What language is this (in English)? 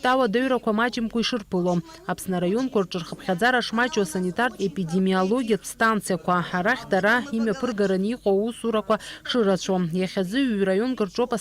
Abkhazian